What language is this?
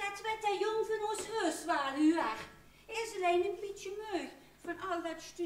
Limburgish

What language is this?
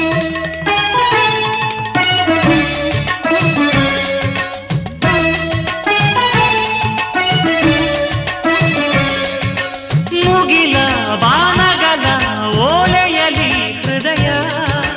Kannada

